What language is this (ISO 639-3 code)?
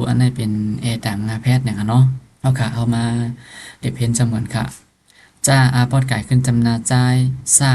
shn